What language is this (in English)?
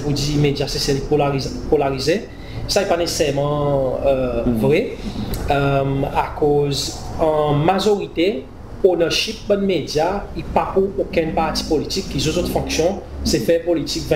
Seselwa Creole French